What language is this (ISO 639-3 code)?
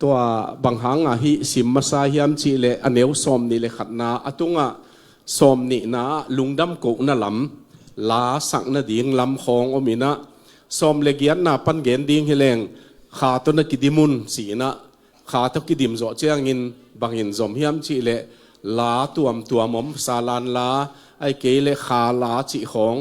ctd